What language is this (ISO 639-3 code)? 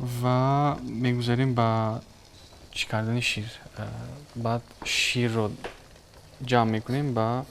tgk